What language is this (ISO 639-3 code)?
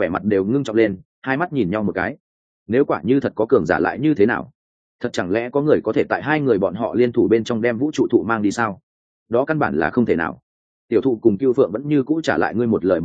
vie